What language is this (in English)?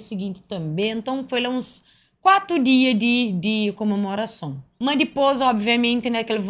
Kabuverdianu